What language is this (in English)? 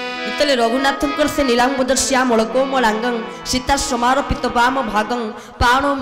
Odia